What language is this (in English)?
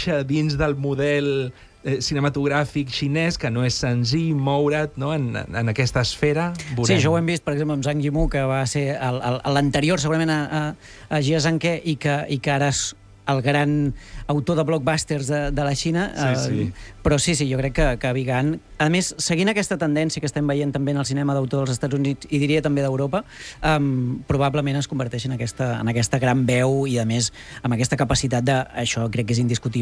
Catalan